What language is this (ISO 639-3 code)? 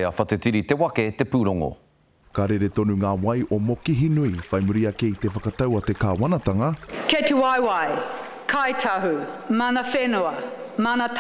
mri